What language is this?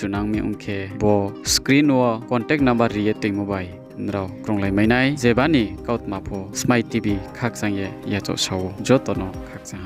Riang (India)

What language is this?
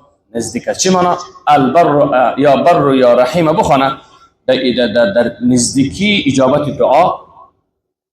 Persian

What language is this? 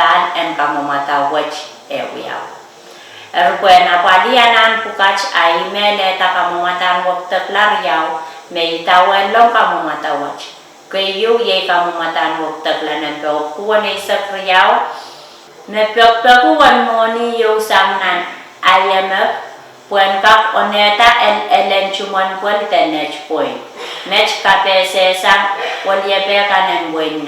Pohnpeian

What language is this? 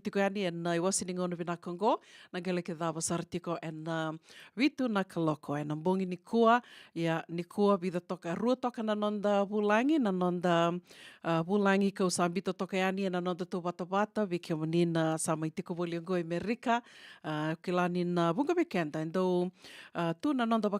Fijian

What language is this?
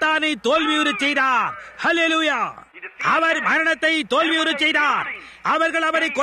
Tamil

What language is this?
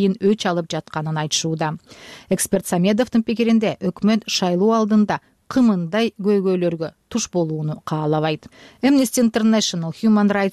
Kyrgyz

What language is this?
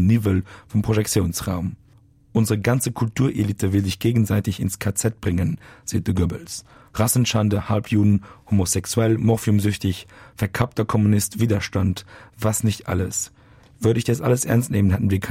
Luxembourgish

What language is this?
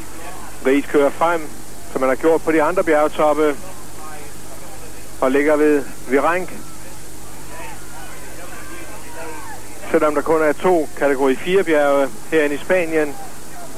Danish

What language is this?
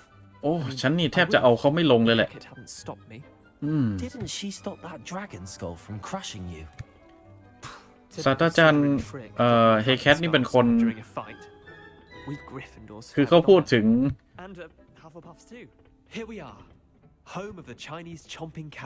Thai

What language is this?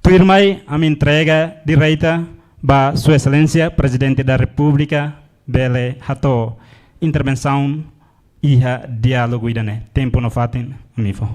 Tetum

